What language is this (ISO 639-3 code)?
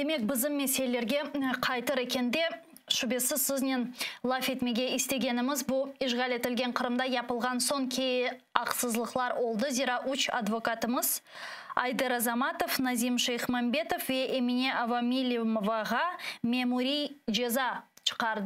crh